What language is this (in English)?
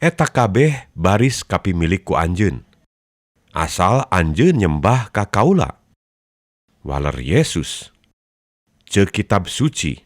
Sundanese